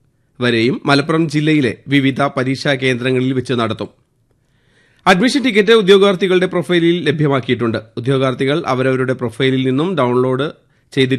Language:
Malayalam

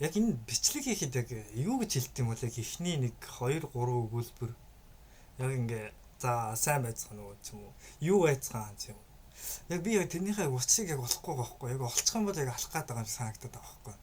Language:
Mongolian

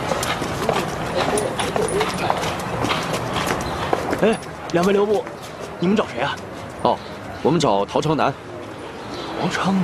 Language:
Chinese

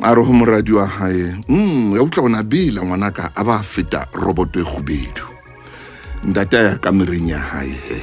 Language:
Southern Sotho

